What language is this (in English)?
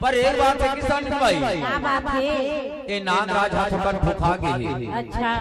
Chhattisgarhi